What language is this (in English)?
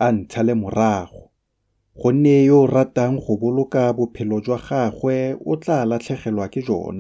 Tswana